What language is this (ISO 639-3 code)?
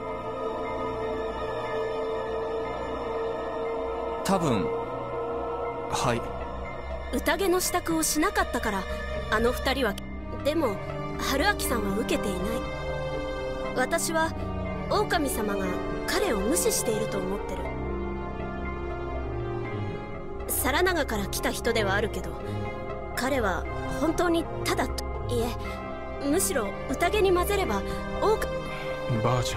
jpn